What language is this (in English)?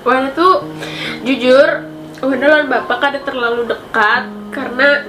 Banjar